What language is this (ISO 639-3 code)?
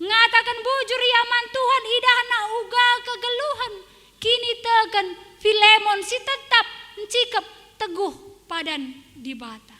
btx